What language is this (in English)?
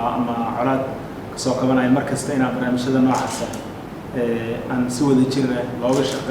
Somali